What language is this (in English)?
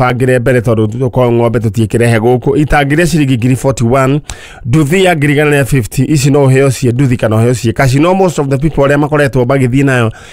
Kikuyu